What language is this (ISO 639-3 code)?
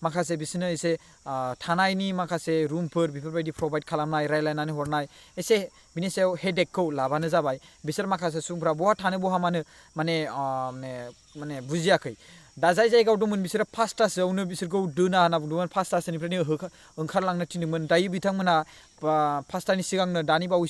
brx